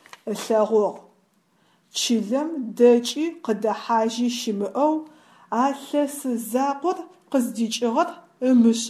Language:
Adyghe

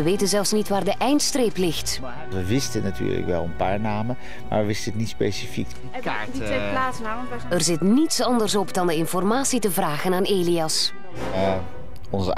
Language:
Dutch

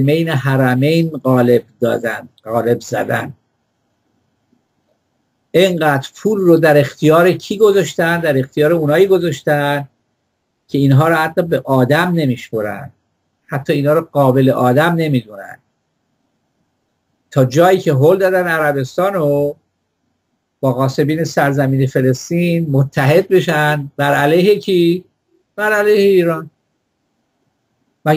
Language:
Persian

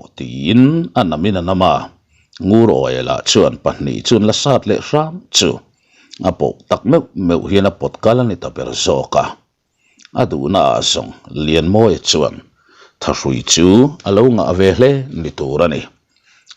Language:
Mizo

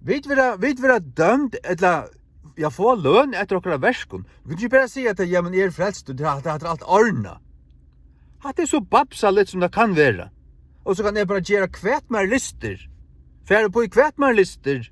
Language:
Faroese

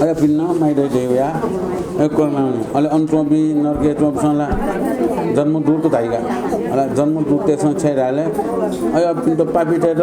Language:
Newari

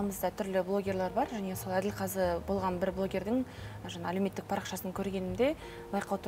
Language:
Kazakh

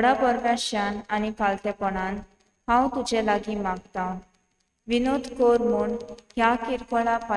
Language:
Konkani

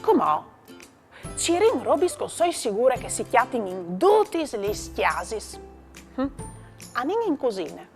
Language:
Friulian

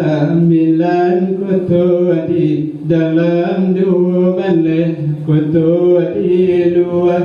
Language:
Minangkabau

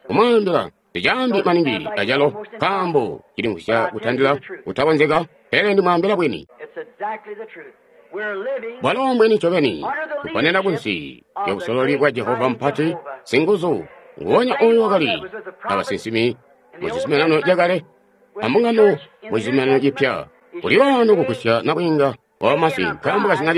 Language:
Tonga (Zambia)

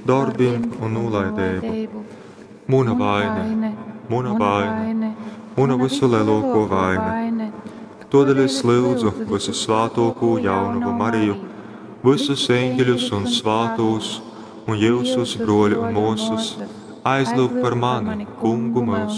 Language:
Latgalian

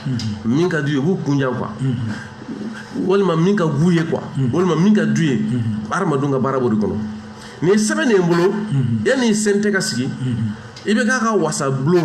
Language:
Bambara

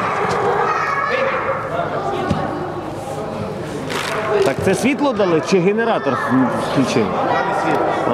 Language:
Ukrainian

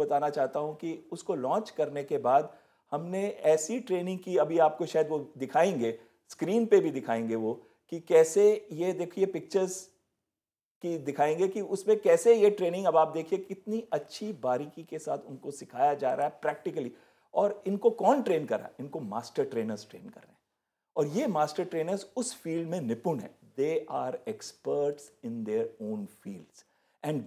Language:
Hindi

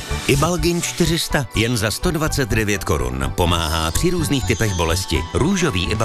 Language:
Czech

